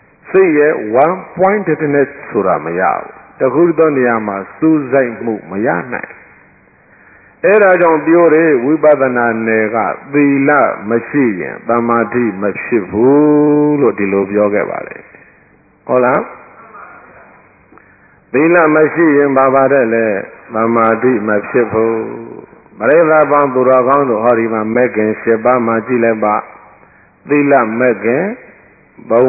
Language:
Burmese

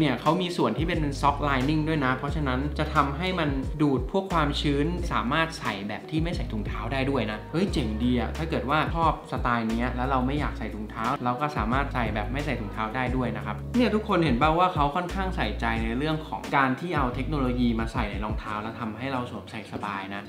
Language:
Thai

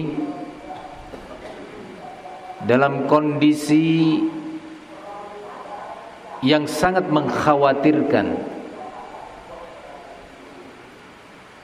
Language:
Indonesian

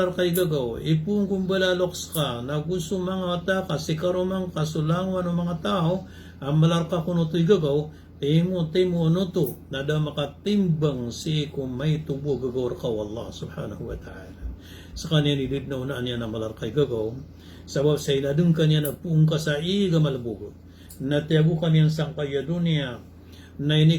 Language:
Maranao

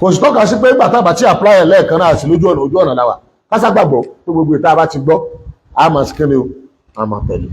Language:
Yoruba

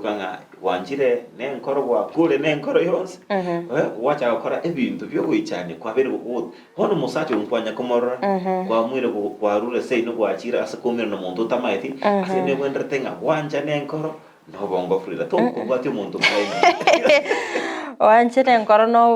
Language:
Gusii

